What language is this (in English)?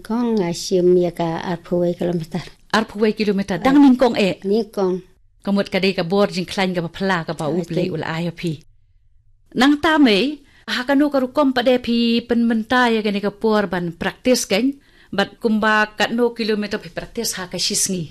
Khasi